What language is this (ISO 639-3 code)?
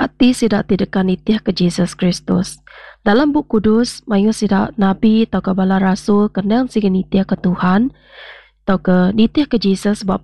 iba